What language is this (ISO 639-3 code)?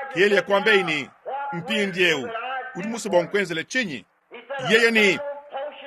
lua